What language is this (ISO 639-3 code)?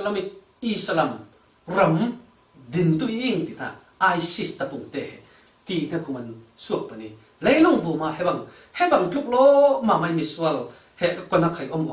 cfm